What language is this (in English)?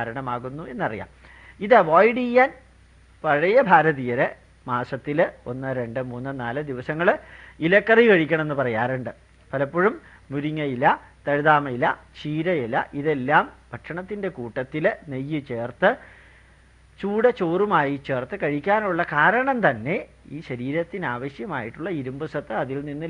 Malayalam